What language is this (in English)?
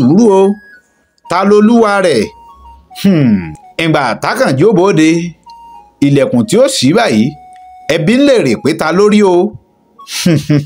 Yoruba